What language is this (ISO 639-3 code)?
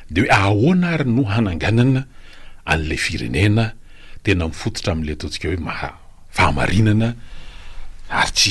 mlg